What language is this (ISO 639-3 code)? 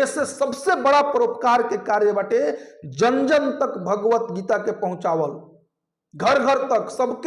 bho